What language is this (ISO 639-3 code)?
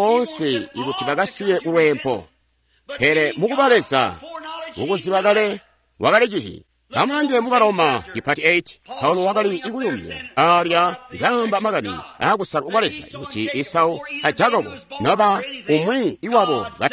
toi